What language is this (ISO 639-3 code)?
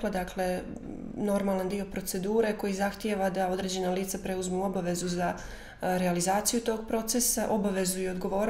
bos